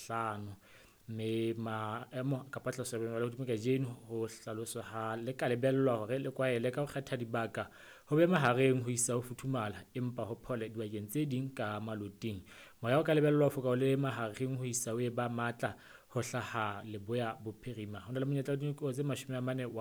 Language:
Southern Sotho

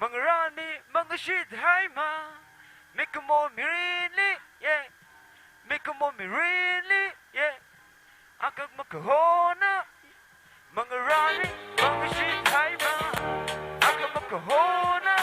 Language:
Tangkhul Naga (India)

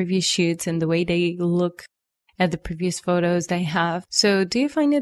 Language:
English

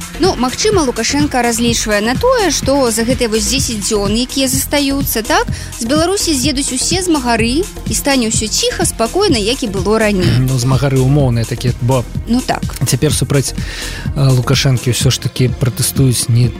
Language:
Belarusian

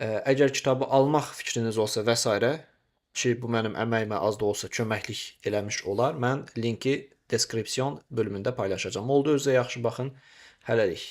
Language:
Azerbaijani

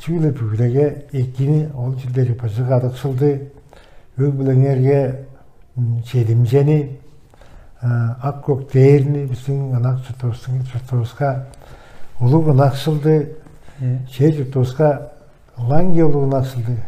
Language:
Tuvinian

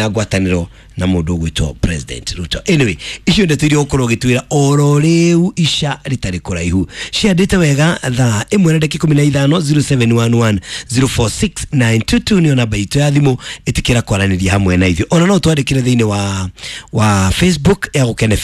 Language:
Kikuyu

